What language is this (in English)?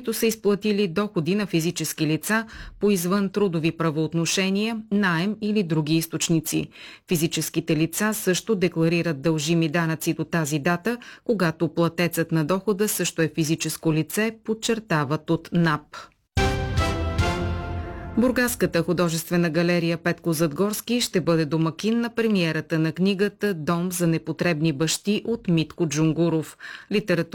Bulgarian